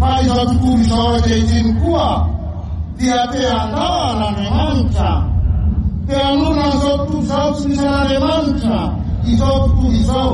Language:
Malagasy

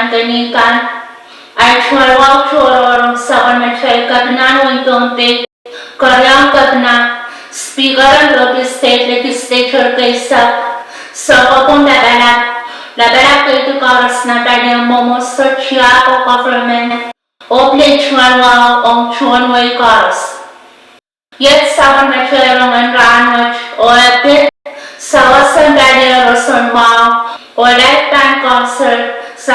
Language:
Pohnpeian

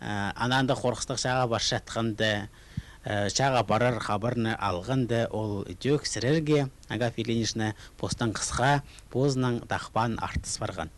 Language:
Khakas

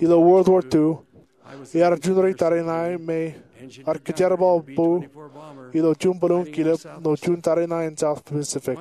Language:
Marshallese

